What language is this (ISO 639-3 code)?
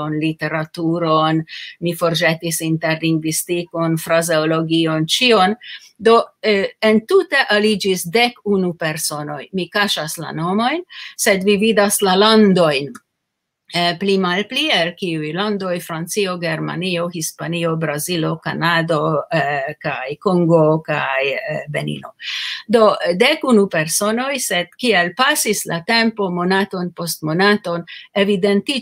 epo